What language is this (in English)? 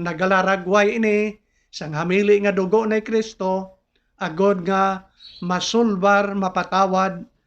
Hiligaynon